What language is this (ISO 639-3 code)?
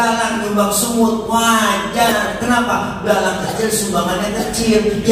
bew